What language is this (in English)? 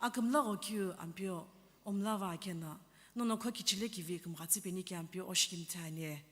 Sumi Naga